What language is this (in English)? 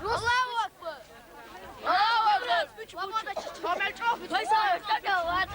Chechen